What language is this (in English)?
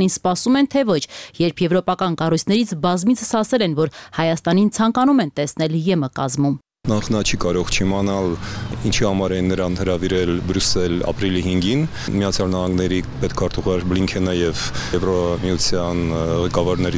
Armenian